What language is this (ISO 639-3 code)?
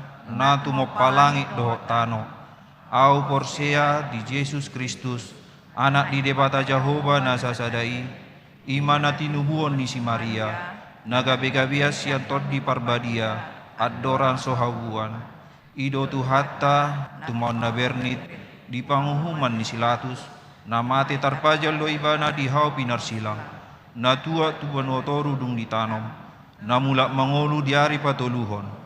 bbc